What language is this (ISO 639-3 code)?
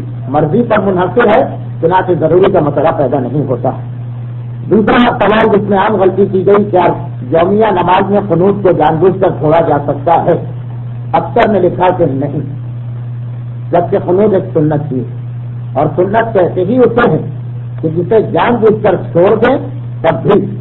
urd